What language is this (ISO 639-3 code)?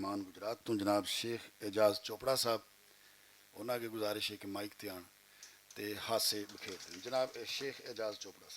lah